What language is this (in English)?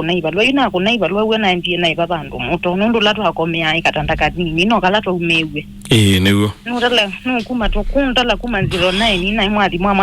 Kamba